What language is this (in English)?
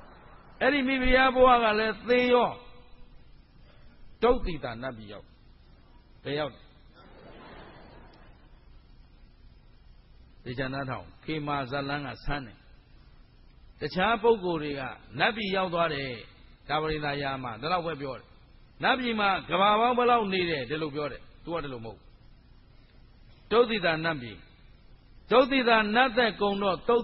Burmese